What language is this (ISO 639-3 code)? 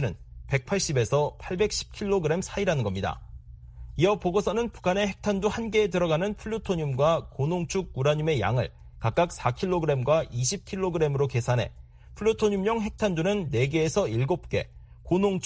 kor